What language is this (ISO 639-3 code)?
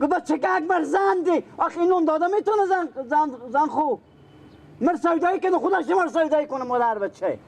fas